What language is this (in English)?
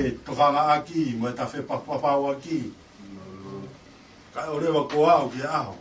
Tongan